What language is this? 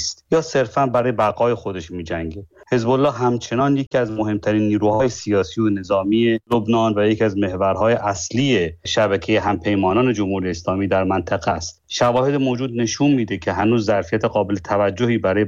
Persian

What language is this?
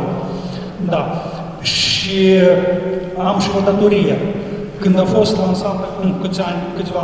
Romanian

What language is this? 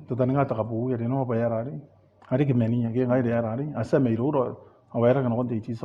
Gilbertese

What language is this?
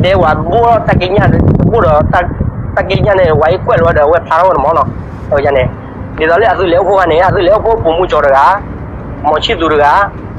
S'gaw Karen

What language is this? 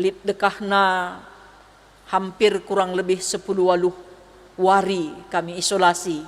Batak Karo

